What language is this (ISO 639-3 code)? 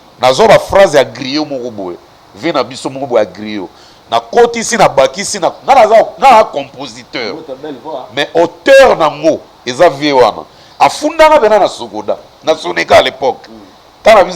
lin